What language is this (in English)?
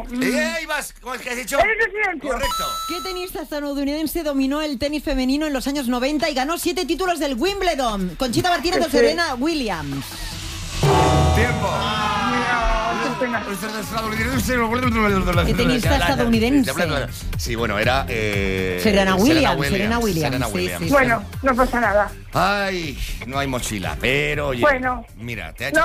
Spanish